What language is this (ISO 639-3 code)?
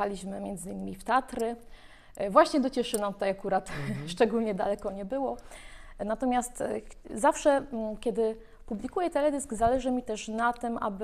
pol